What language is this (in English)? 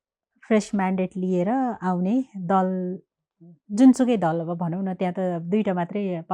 Nepali